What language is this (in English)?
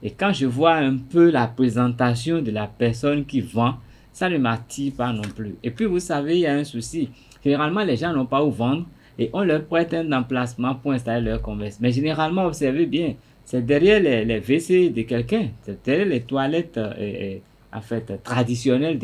French